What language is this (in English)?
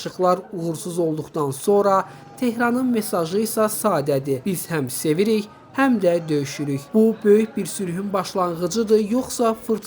Azerbaijani